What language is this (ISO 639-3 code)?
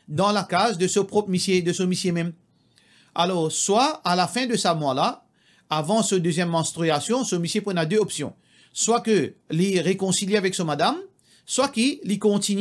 mfe